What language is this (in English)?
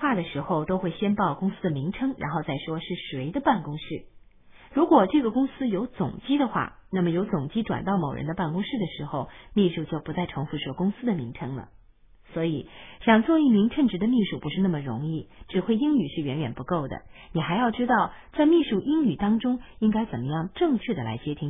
Chinese